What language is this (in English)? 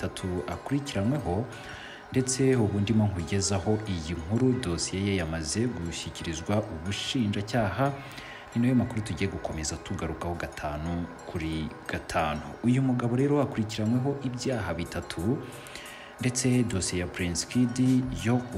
Kinyarwanda